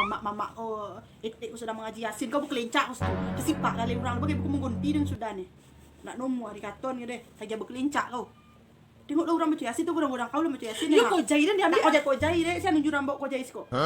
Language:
Minangkabau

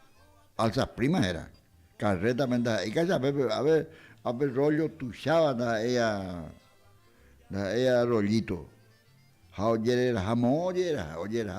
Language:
Guarani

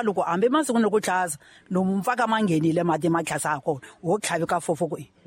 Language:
Tsonga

